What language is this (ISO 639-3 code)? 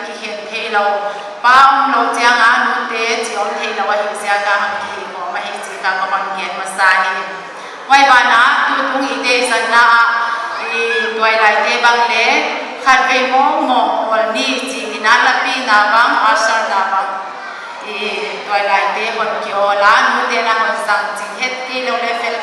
pck